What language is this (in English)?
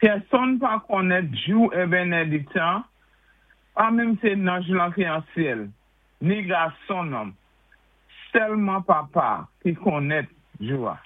Saint Lucian Creole French